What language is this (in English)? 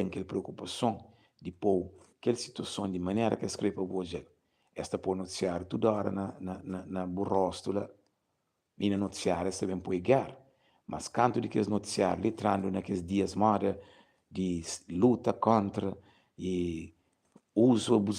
Kabuverdianu